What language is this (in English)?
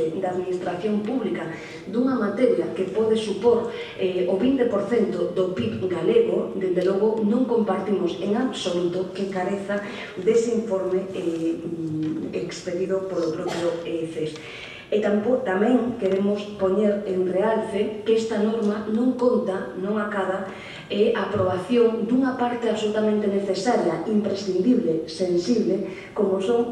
Galician